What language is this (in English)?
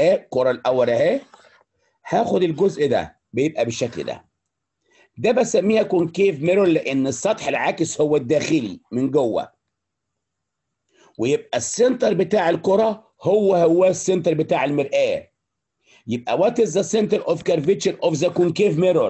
Egyptian Arabic